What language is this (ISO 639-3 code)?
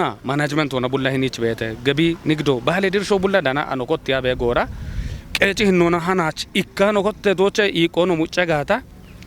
kbr